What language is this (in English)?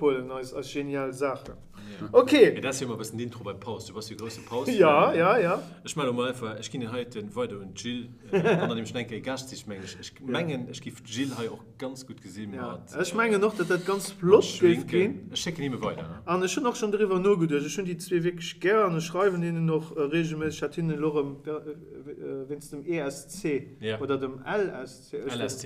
Luxembourgish